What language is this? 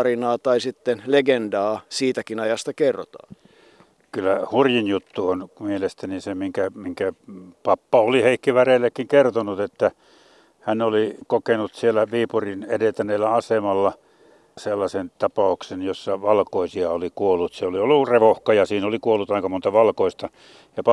Finnish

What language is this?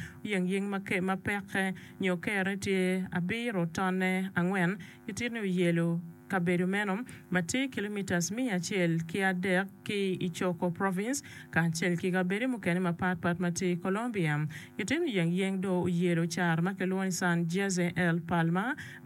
Acoli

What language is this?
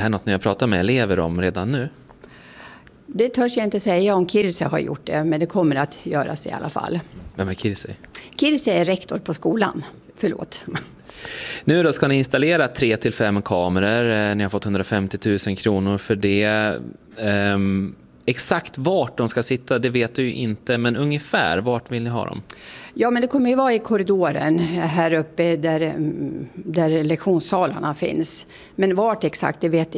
Swedish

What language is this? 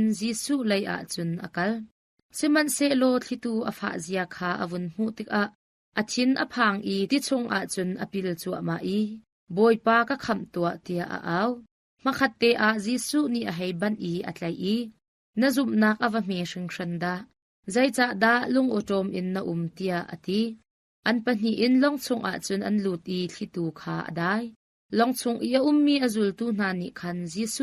Hakha Chin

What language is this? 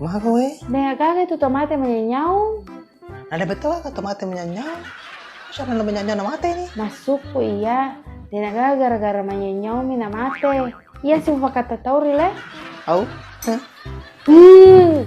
Buginese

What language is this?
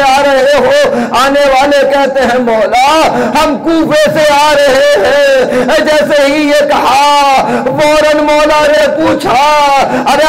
Urdu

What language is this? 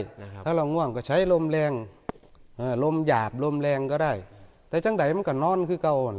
Northeastern Thai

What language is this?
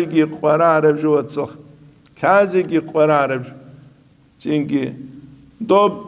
Avaric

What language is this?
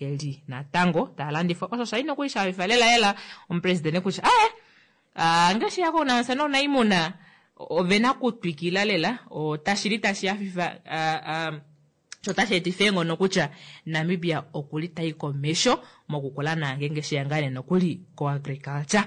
Kuanyama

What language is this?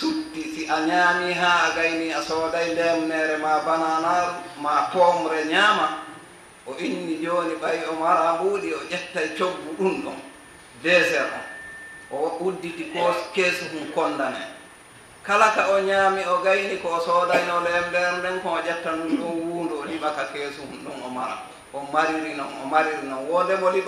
Fula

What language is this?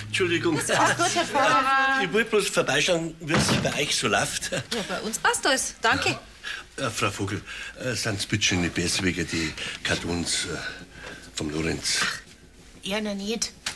Bavarian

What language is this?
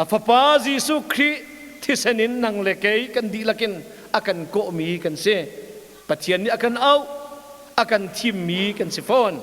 Hakha Chin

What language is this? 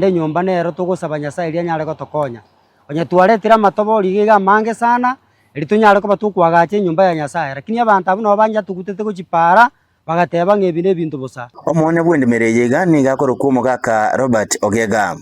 Gusii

